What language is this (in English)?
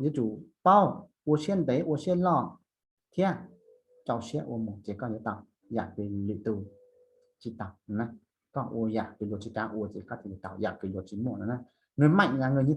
Hmong